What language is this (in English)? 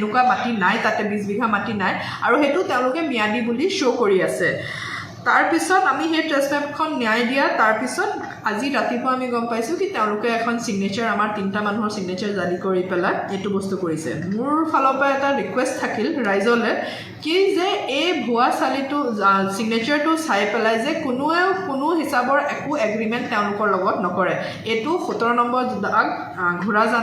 Assamese